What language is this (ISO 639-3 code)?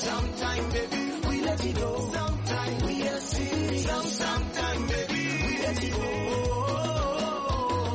swa